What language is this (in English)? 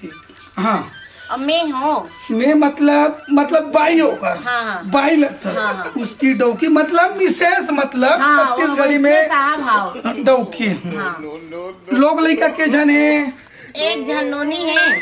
Chhattisgarhi